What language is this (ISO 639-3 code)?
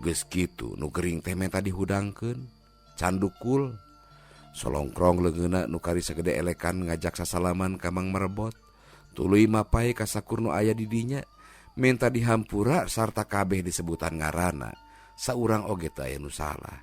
sun